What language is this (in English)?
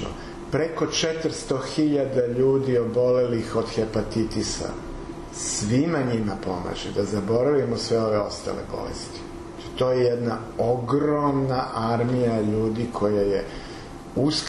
Serbian